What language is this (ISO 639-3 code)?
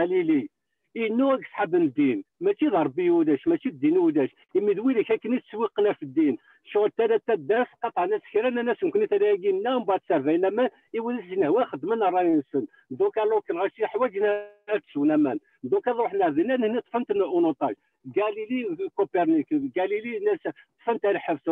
kab